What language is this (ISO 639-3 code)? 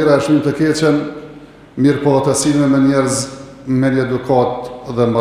sqi